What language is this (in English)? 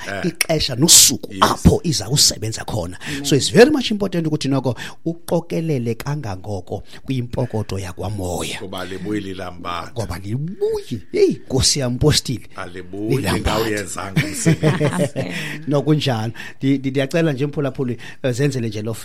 Xhosa